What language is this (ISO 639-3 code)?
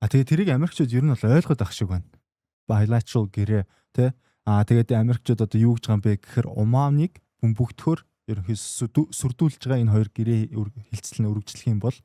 mon